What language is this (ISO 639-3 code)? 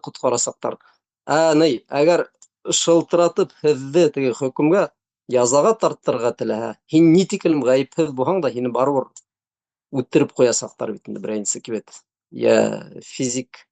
bak